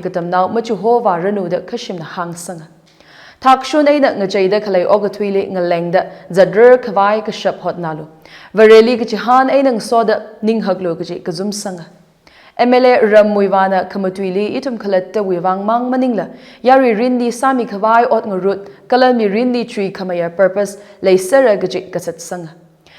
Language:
Tangkhul Naga (India)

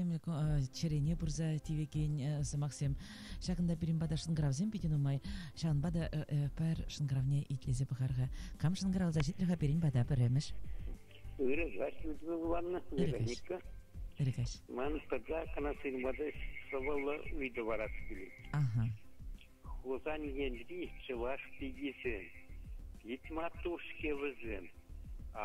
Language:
Chuvash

